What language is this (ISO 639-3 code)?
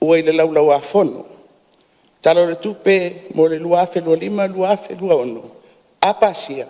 smo